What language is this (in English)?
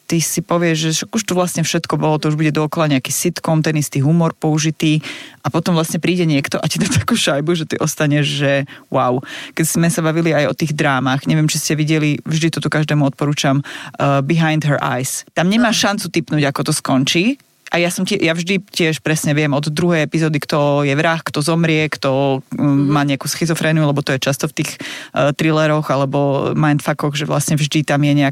Slovak